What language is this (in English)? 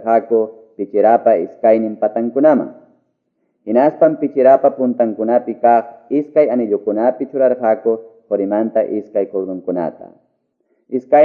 Quechua